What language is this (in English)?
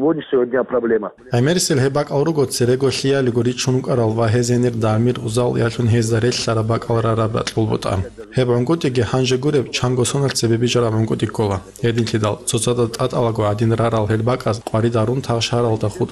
Avaric